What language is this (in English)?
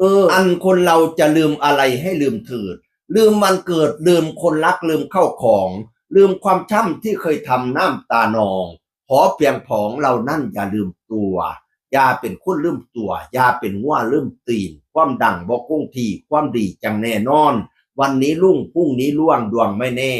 Northeastern Thai